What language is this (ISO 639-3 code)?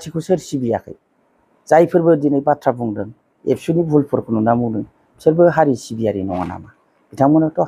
brx